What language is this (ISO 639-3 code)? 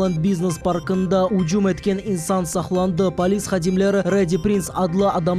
crh